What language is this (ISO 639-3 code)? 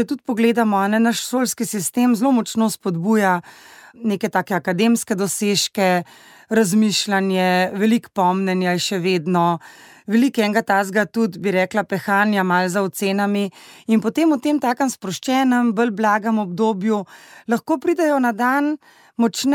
slv